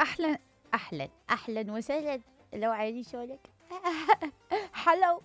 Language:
Mesopotamian Arabic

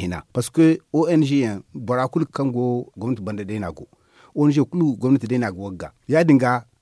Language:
Zarma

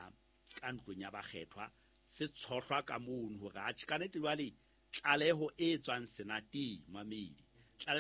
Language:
Southern Sotho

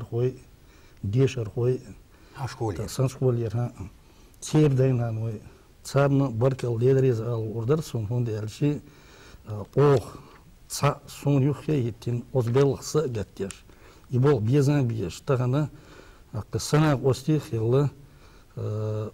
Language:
Chechen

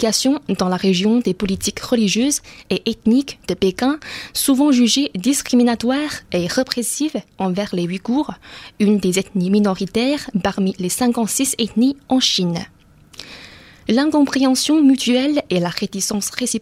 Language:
French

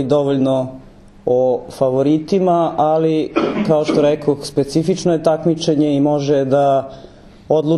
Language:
Serbian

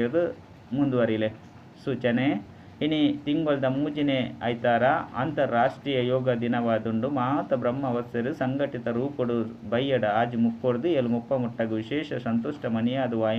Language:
Tulu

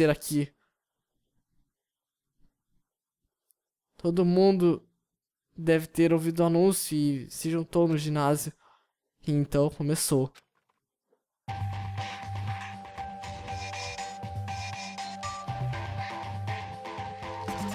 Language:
Portuguese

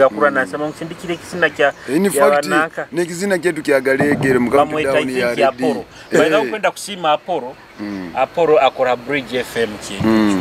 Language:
Nyoro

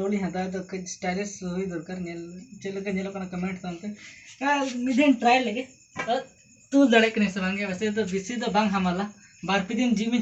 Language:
Santali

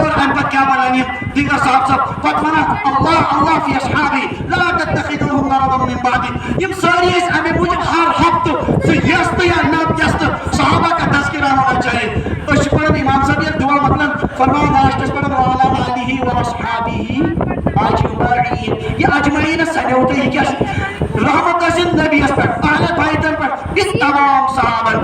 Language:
Kashmiri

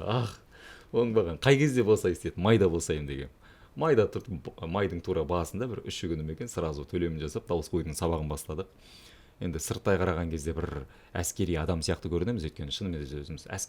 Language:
Kazakh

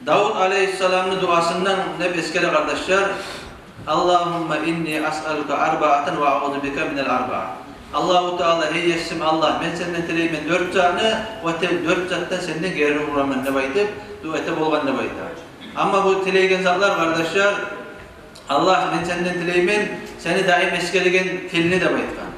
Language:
Kumyk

